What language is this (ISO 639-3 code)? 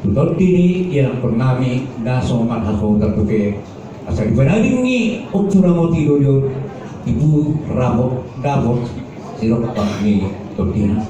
bbc